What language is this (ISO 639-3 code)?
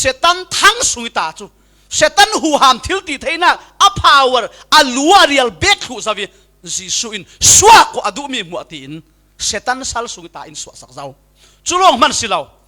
cfm